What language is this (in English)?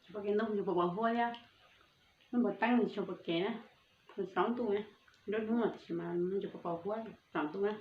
Hmong